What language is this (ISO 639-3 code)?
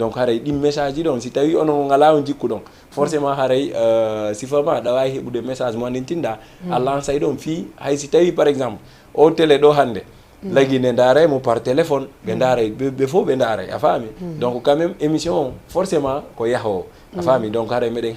ful